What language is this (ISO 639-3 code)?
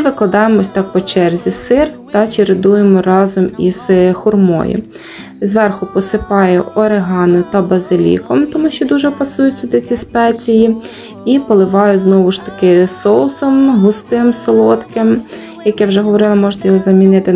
ukr